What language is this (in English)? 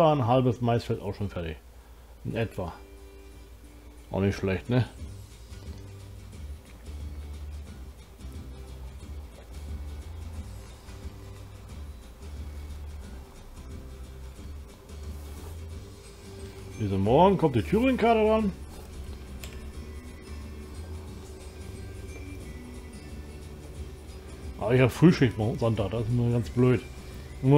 German